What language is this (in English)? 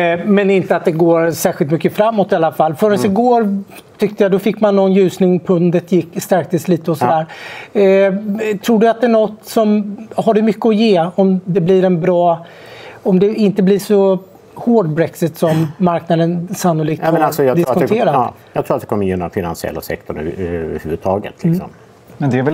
Swedish